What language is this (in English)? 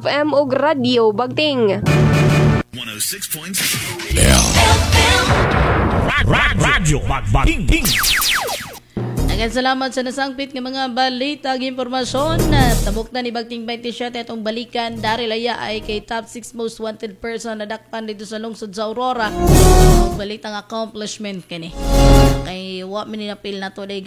Cebuano